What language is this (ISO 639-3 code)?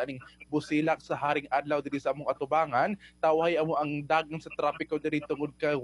ceb